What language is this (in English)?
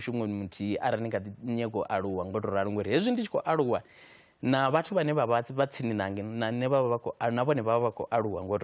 Venda